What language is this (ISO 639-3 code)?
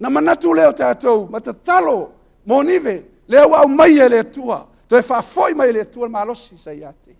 smo